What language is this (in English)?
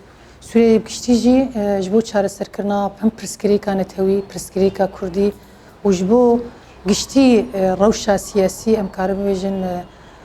Kurdish